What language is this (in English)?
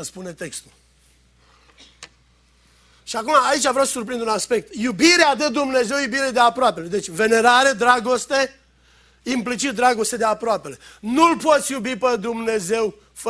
Romanian